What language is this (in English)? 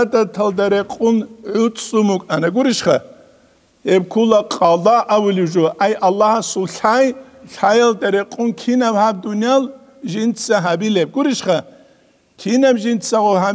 Avaric